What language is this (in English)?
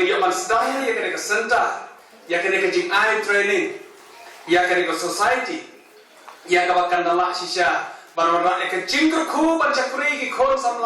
Khasi